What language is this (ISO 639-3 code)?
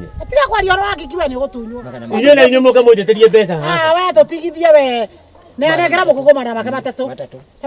kik